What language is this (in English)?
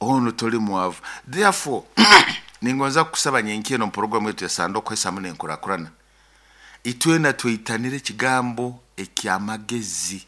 Nyoro